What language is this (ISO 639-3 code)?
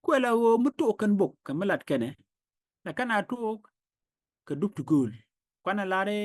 nus